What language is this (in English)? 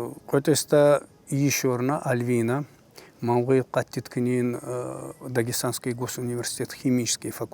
Tsakhur